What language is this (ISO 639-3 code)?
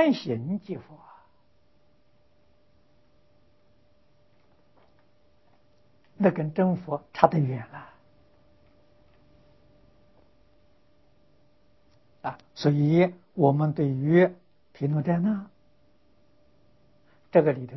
zho